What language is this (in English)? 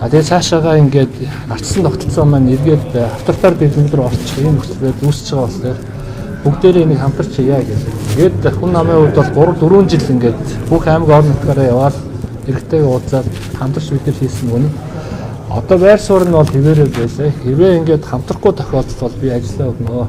Mongolian